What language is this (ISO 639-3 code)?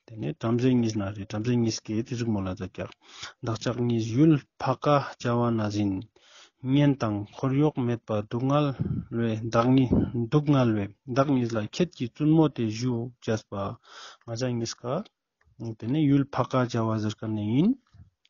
lbj